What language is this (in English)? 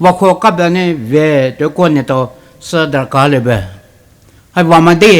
Poumei Naga